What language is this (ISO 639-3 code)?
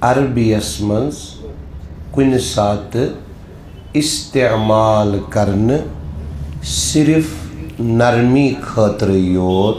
kas